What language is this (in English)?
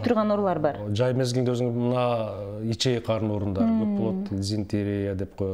Kyrgyz